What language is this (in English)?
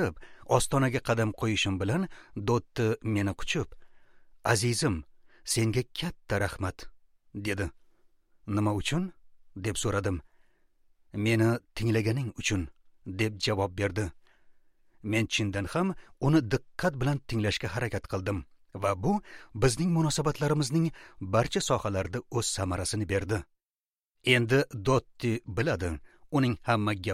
Uzbek